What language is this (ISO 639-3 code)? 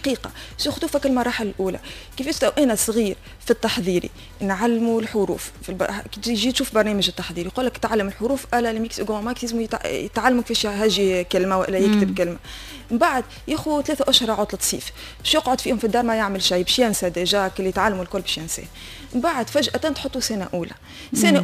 aeb